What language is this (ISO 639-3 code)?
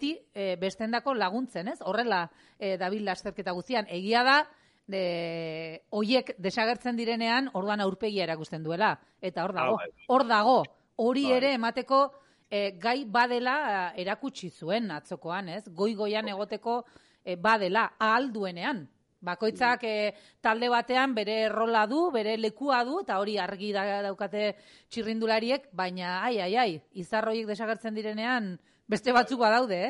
eus